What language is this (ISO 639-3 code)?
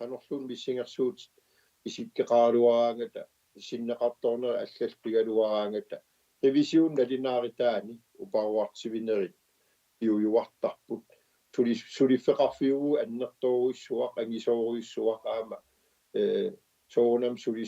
kal